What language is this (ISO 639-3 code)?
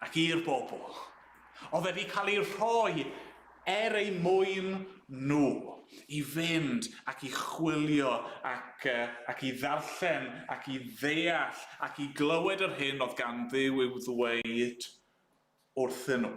cym